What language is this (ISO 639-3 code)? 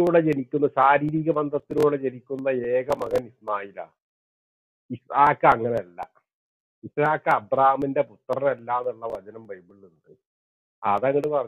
mal